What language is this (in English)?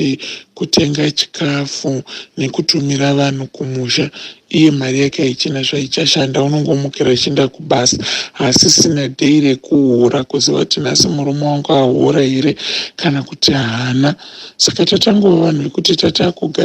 Shona